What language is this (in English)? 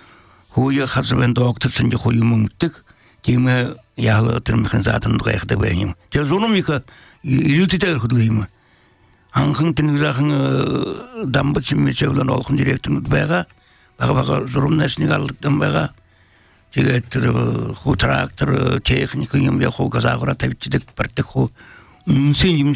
Belarusian